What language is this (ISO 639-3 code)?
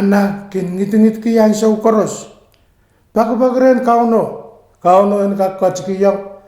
pon